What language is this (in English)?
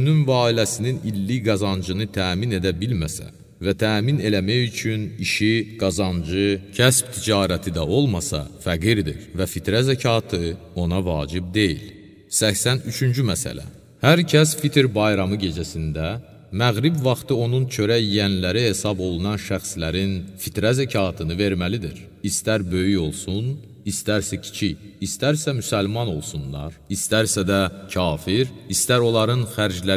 Azerbaijani